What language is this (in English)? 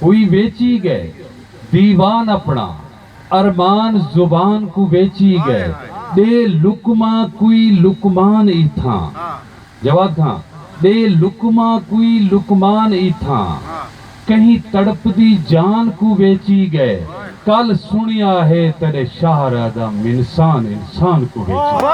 Saraiki